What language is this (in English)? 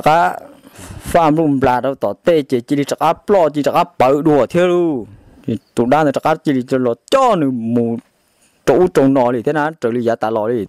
Hmong